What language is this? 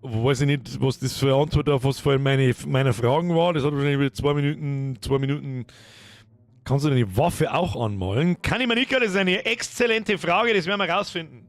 Bavarian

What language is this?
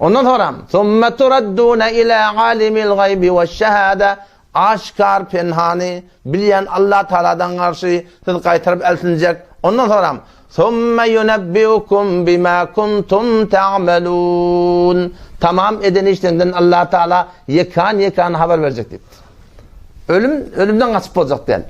Turkmen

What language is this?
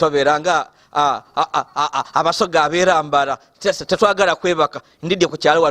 Soga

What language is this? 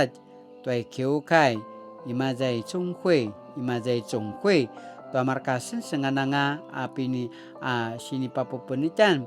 Paiwan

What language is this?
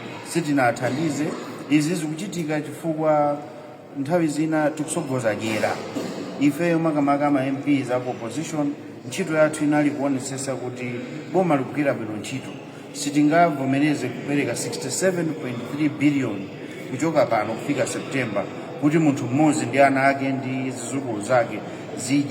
Nyanja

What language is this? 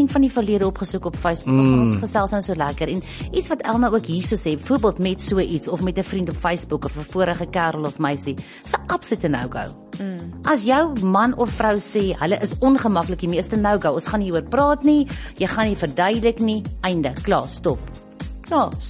Afrikaans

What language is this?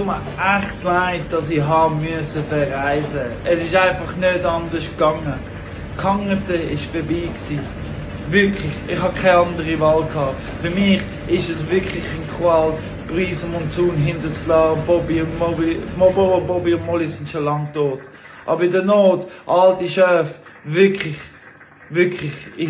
Swiss German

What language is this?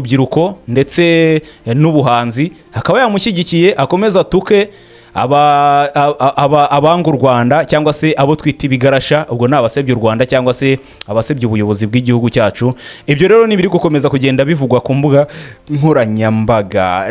Kinyarwanda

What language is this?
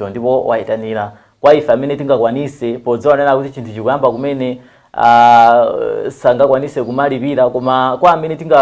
Nyanja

